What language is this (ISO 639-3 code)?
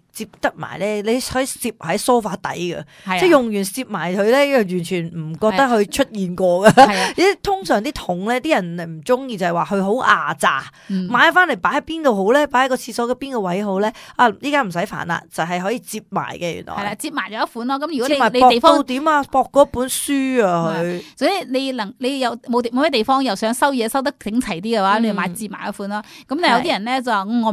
yue